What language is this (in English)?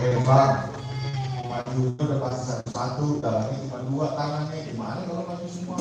Betawi